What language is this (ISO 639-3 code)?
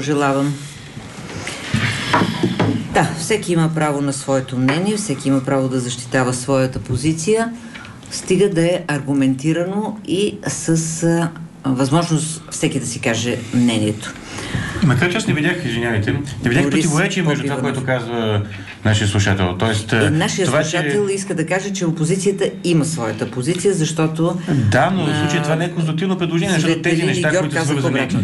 bul